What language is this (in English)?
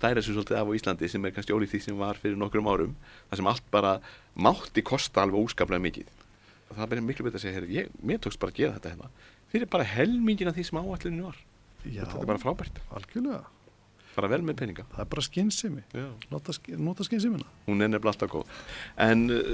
Icelandic